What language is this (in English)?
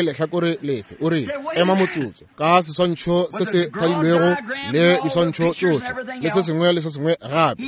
Northern Sotho